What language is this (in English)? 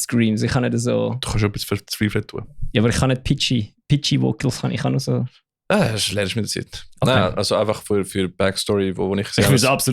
Swiss German